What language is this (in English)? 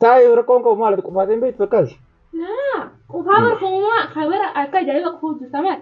Oromo